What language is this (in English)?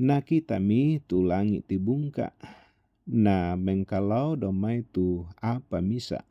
Toraja-Sa'dan